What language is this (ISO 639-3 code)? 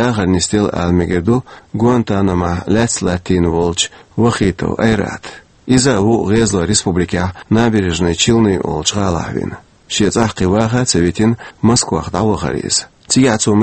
che